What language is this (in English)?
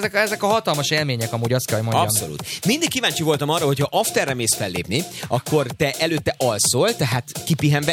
Hungarian